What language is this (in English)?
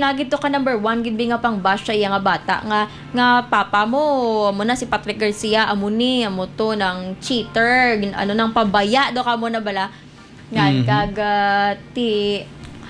Hiligaynon